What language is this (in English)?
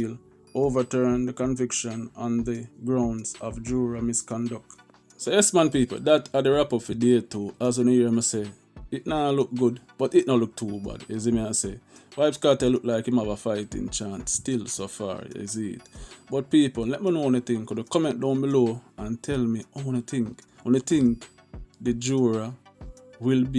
Jamaican Creole English